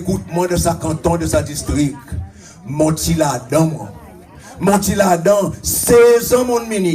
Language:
Seselwa Creole French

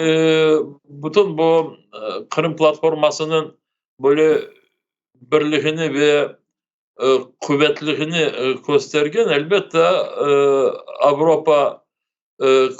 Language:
Crimean Tatar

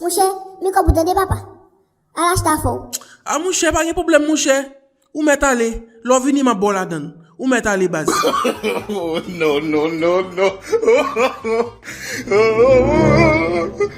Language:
Haitian Creole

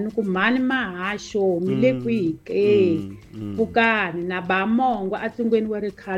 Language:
Tsonga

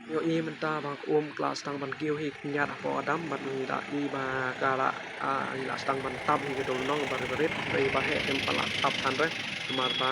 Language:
Khasi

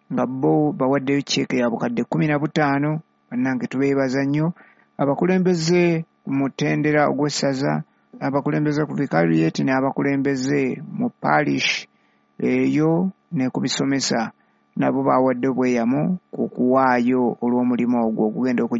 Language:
Ganda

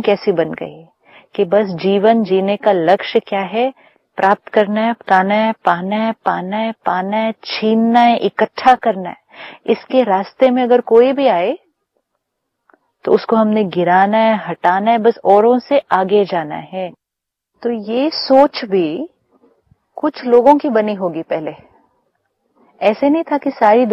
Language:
Hindi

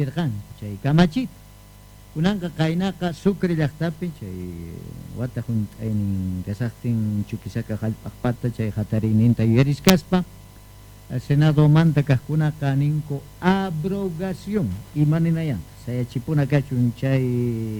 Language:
South Bolivian Quechua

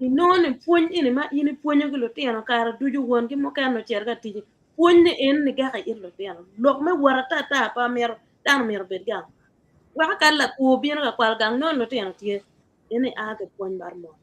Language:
Acoli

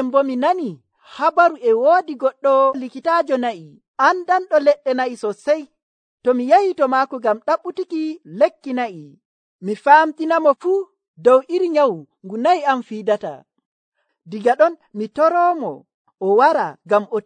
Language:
Nigerian Fulfulde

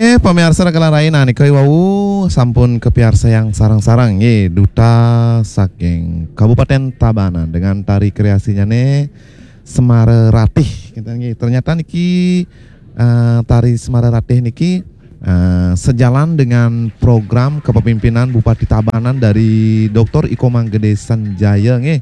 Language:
Balinese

